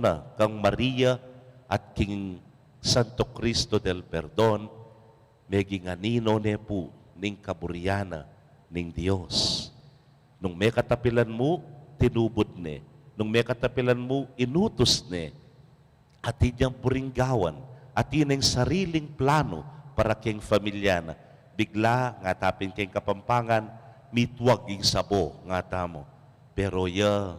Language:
Pampanga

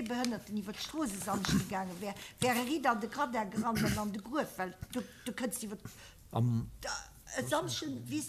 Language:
Luxembourgish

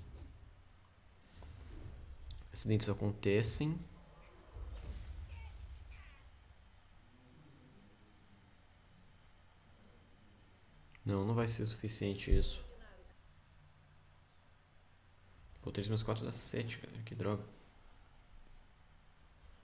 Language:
Portuguese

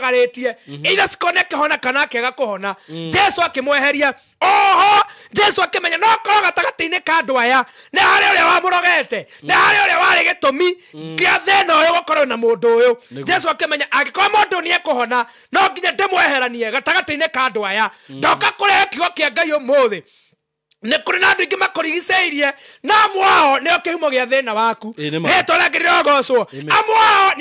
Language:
Kikuyu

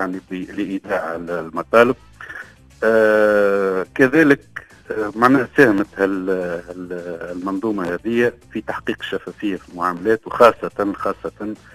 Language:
Tunisian Arabic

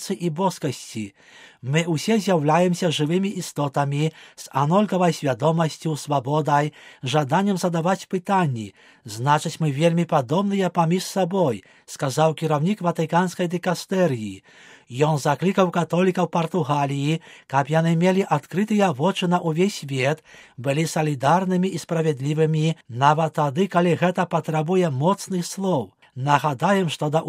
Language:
Belarusian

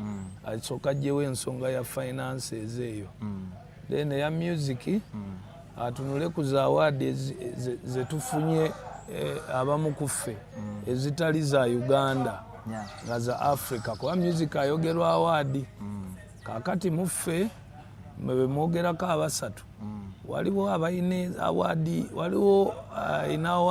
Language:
Ganda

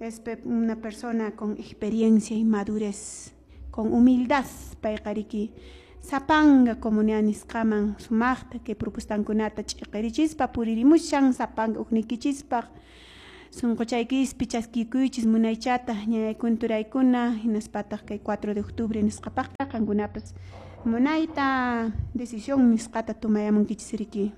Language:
Quechua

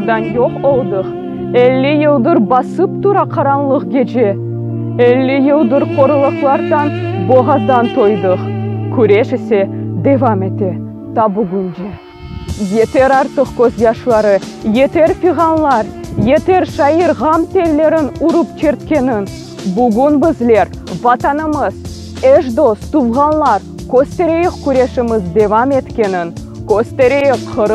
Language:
Crimean Tatar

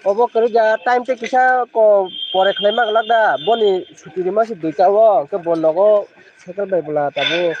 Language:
Kok Borok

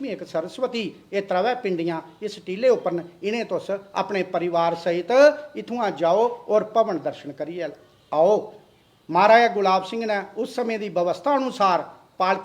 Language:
Dogri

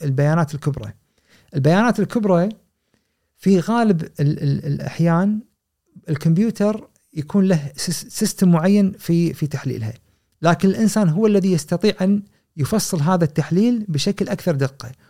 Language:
Gulf Arabic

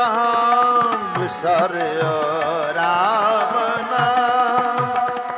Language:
Punjabi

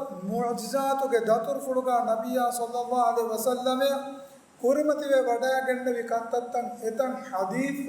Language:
Divehi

